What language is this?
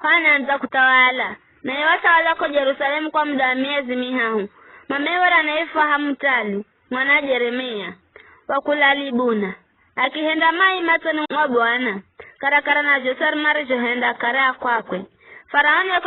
Giryama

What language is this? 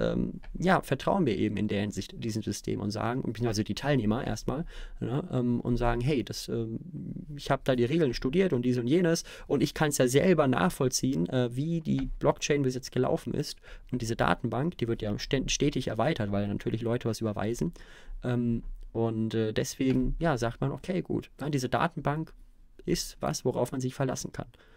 German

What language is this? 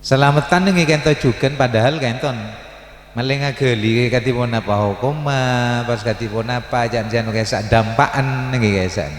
Madurese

